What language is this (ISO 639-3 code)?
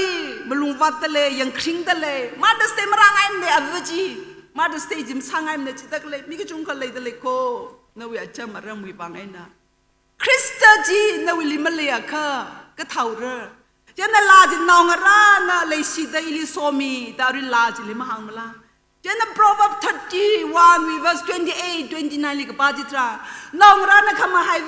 nmf